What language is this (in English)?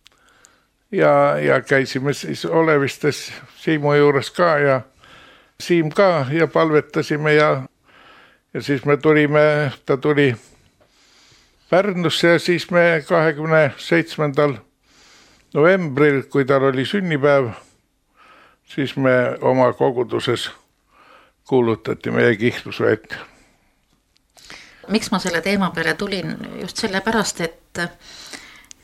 Estonian